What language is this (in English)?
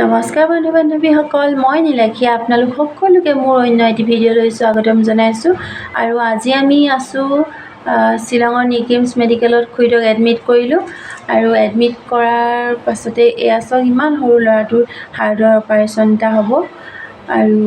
Assamese